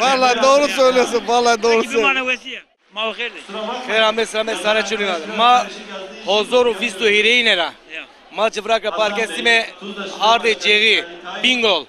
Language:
Zaza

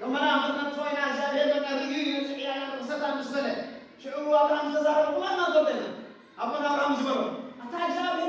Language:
Tigrinya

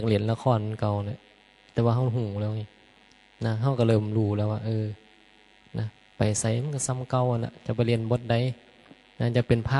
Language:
Northeastern Thai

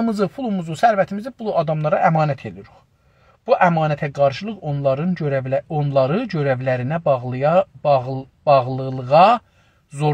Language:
South Azerbaijani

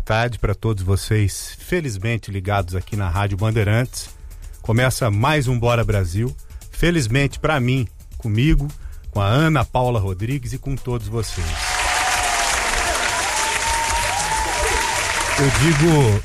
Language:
Portuguese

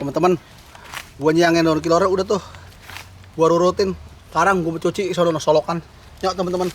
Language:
Betawi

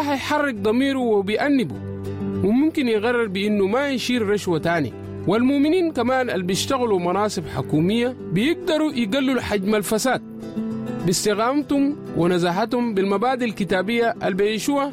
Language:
Sudanese Arabic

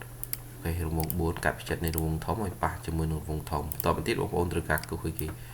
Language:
Khmer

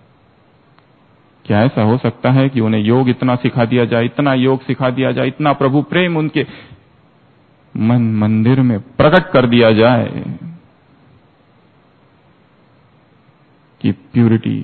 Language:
Hindi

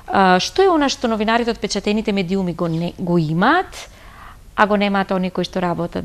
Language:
Macedonian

